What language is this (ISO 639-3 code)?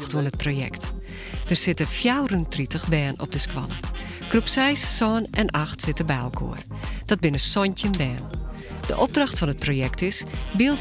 fry